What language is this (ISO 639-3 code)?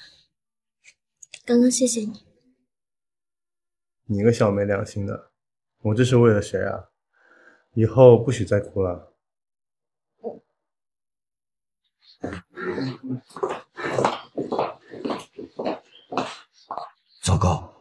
zho